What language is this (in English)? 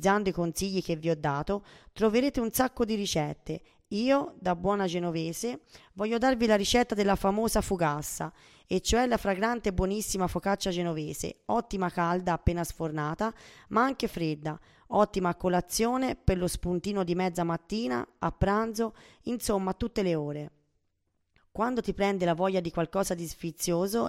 Italian